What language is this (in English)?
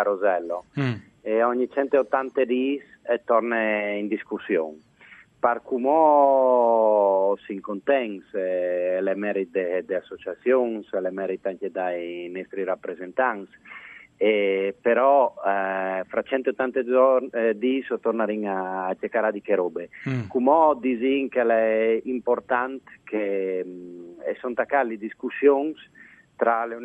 Friulian